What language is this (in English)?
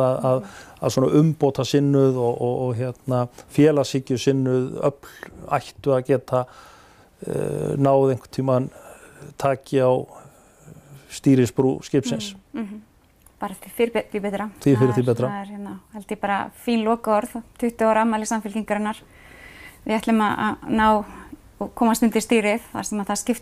Icelandic